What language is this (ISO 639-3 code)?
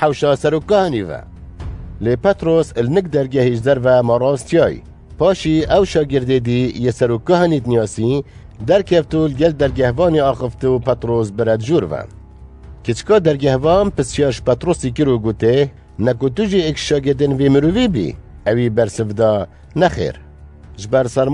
kur